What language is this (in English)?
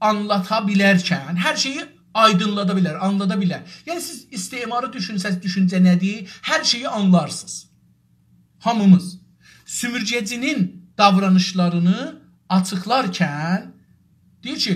South Azerbaijani